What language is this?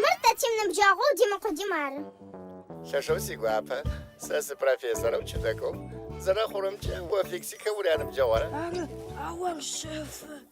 Adyghe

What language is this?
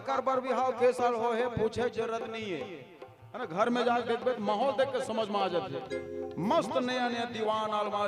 Chhattisgarhi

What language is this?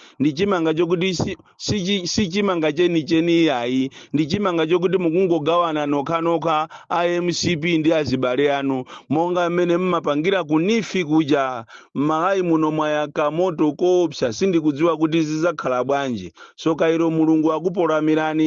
Nyanja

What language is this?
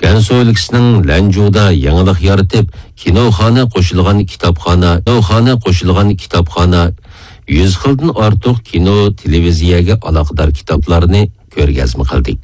Uyghur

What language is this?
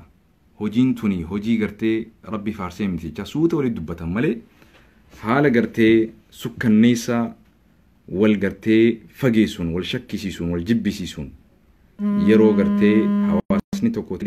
Oromo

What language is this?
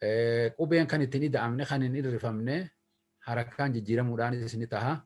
Oromo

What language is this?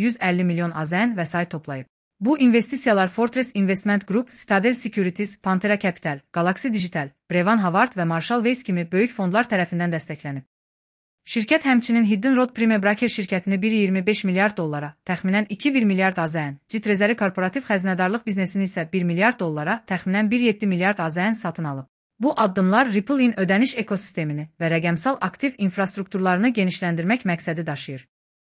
Azerbaijani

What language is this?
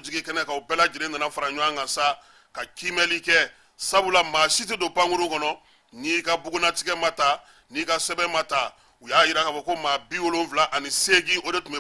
Bambara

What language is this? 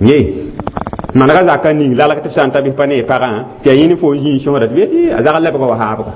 Mossi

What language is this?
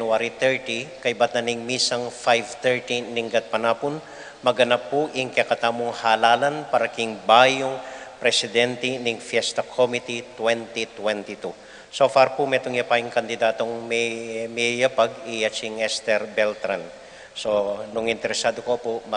Pampanga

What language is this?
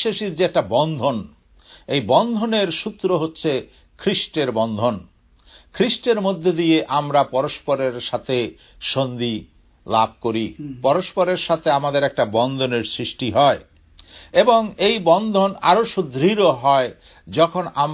Bangla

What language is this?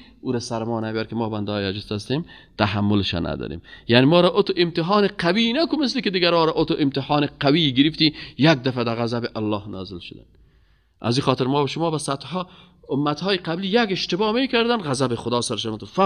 Persian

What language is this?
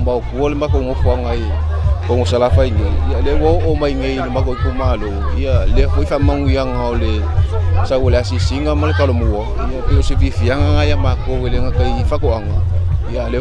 Samoan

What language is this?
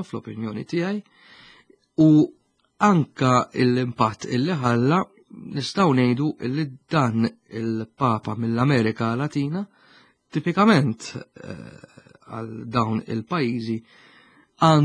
Maltese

